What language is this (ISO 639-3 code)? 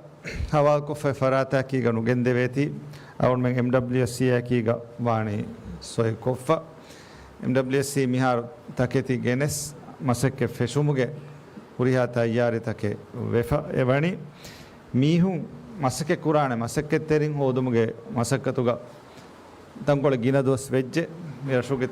div